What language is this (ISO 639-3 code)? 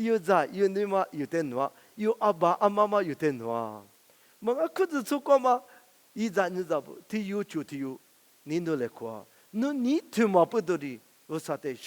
lis